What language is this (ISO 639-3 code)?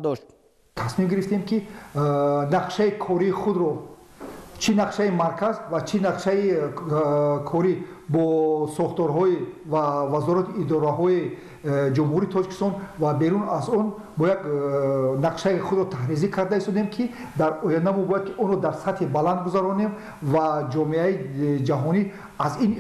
tgk